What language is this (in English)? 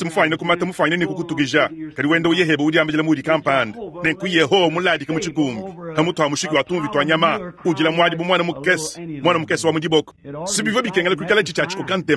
Luba-Lulua